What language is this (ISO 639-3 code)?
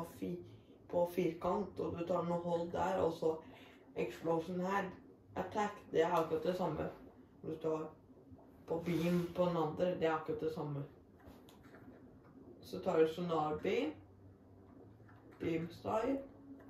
nor